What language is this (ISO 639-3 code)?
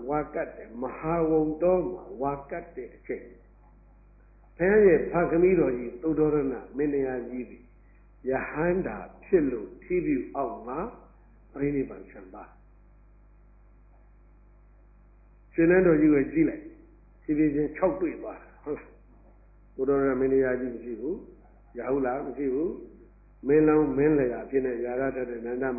mya